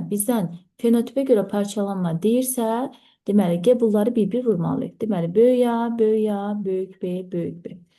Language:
Azerbaijani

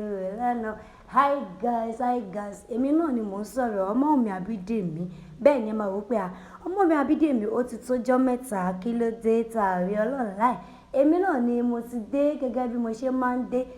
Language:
Yoruba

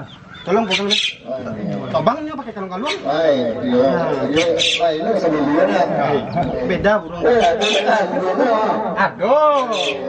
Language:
Minangkabau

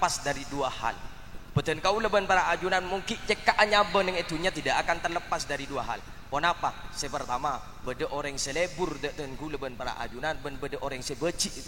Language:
Madurese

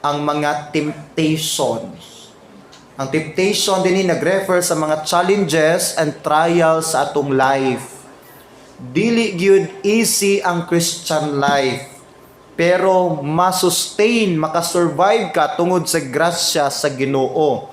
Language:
Cebuano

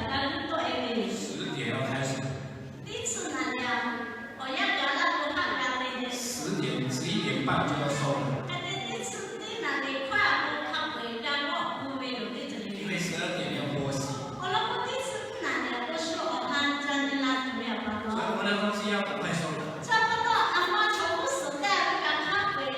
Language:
Lahu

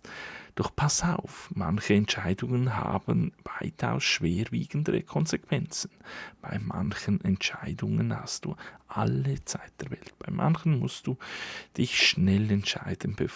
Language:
Swiss German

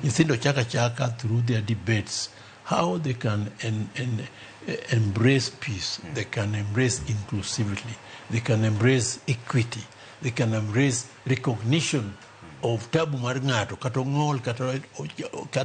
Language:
Luo (Kenya and Tanzania)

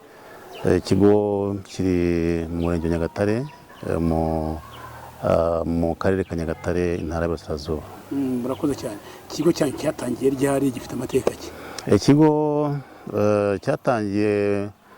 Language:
Kinyarwanda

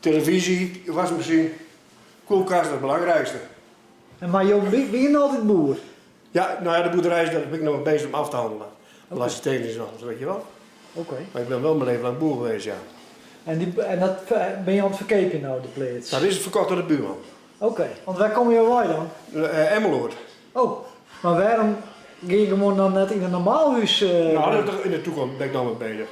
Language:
Western Frisian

